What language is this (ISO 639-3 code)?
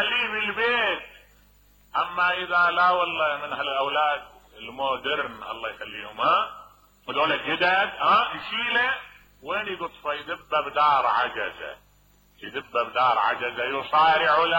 acm